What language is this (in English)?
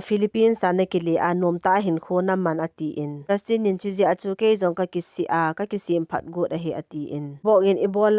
Thado Chin